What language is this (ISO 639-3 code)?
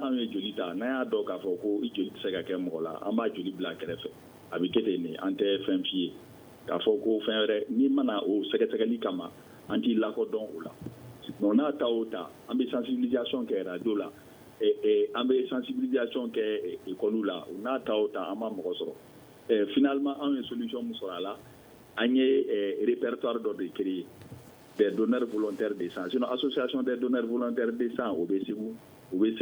bam